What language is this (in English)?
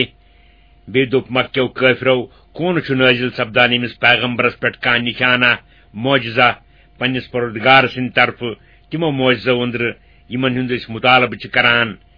Kashmiri